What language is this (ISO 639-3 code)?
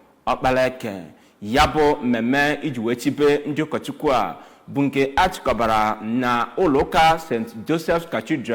ibo